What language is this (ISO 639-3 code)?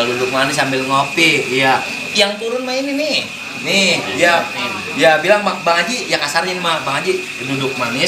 bew